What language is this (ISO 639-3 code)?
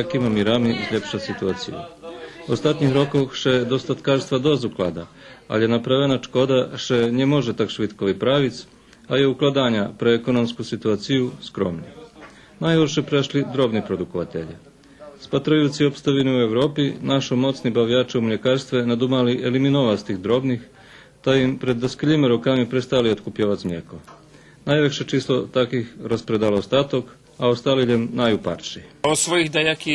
rue